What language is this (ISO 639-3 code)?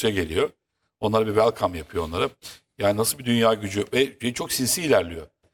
tur